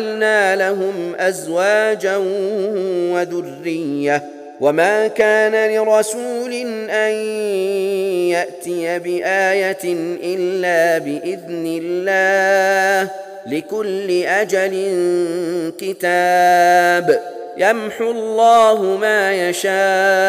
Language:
Arabic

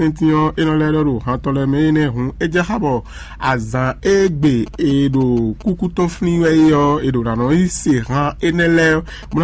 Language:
Fon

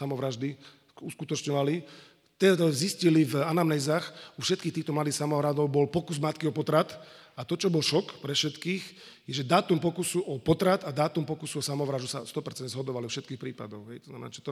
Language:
Slovak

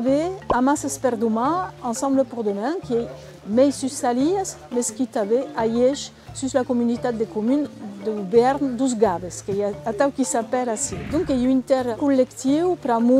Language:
Occitan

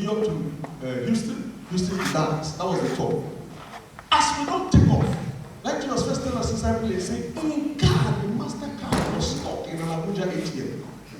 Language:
Nigerian Pidgin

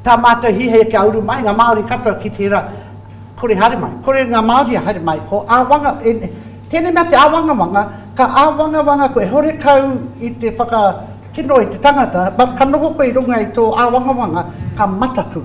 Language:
Māori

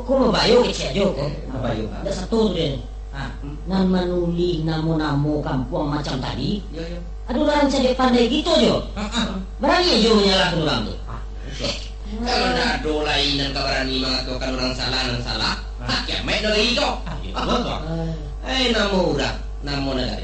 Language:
Minangkabau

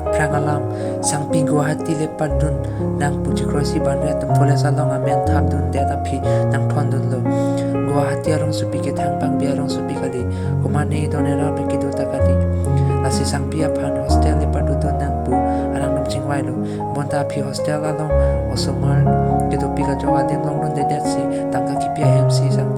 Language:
Karbi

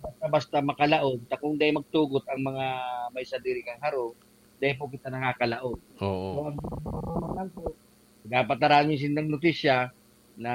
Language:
Bikol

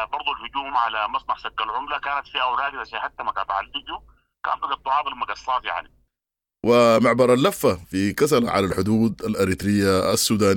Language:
Sudanese Arabic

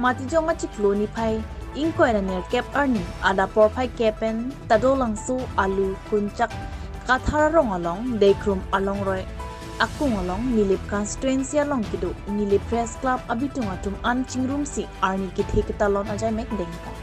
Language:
Karbi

